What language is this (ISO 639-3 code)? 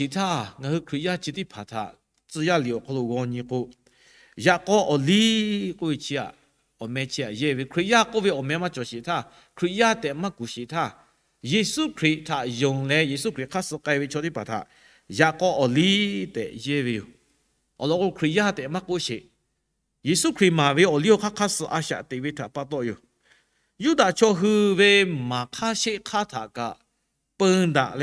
lhu